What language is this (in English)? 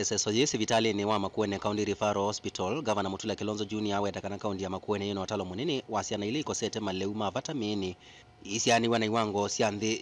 Kamba